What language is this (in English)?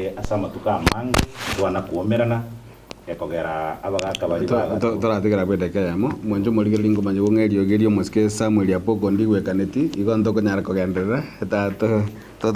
Gusii